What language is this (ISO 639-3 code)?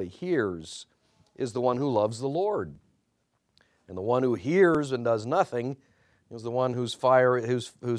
eng